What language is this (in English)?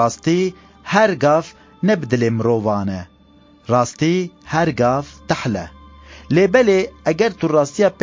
Kurdish